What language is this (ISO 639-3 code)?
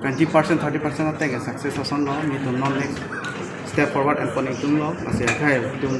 mjw